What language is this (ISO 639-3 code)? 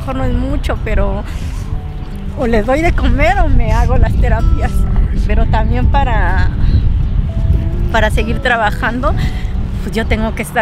spa